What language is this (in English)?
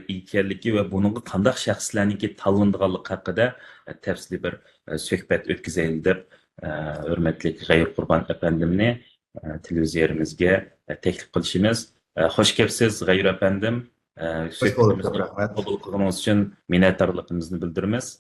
Uyghur